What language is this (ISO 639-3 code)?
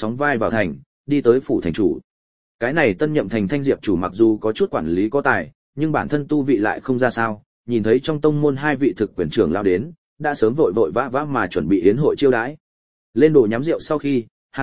vie